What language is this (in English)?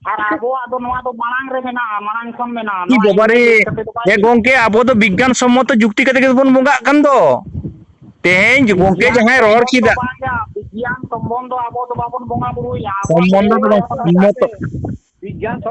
Santali